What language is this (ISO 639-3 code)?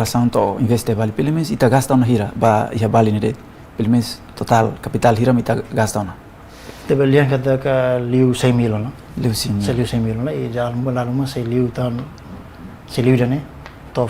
tet